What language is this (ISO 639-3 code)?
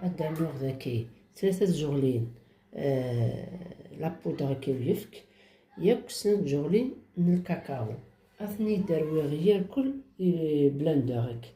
kab